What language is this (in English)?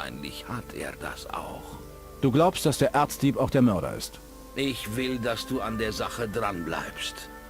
Bavarian